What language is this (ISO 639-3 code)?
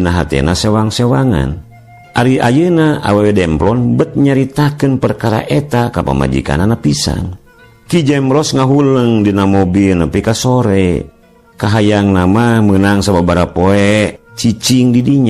sun